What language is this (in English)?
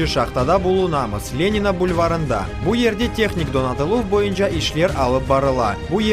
Crimean Tatar